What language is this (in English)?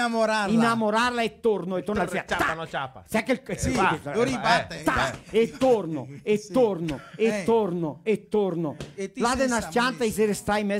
Venetian